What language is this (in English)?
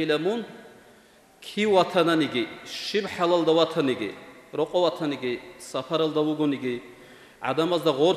Avaric